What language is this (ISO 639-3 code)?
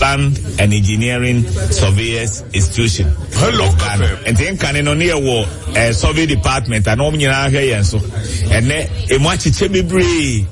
aka